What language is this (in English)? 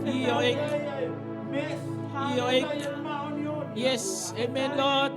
Tongan